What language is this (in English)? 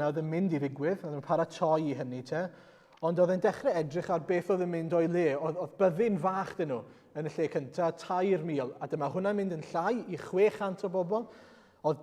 Welsh